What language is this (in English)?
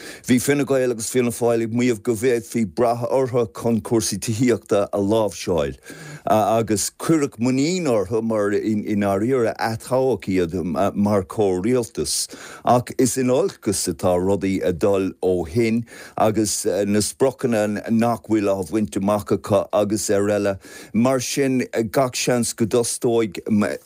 Irish